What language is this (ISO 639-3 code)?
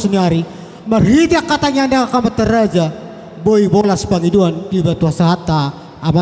bbc